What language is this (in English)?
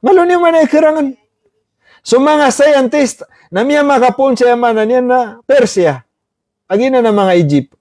Maranao